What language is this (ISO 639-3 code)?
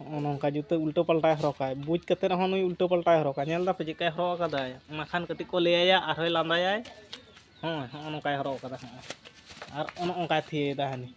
sat